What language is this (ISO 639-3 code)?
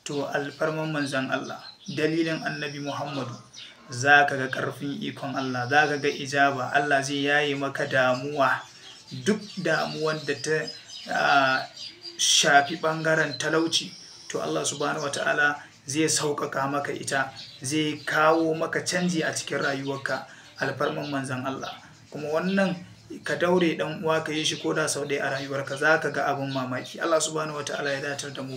hau